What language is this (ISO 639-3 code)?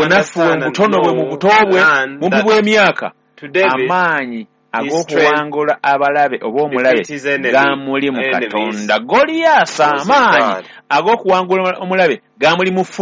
lug